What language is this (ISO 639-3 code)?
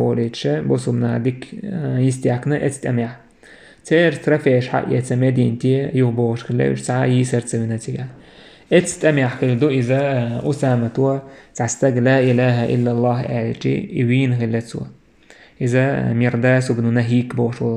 che